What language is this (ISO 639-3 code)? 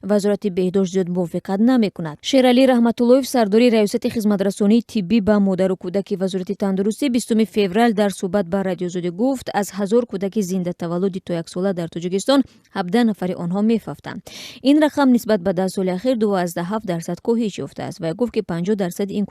tgk